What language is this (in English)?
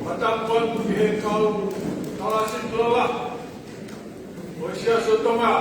Tongan